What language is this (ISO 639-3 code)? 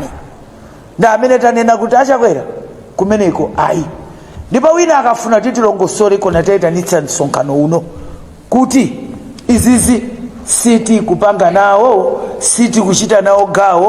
nya